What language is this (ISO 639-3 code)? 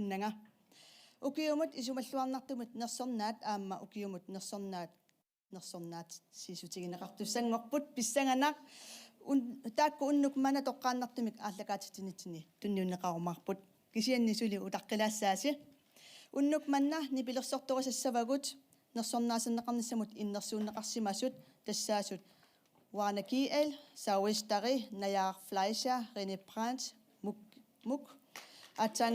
kal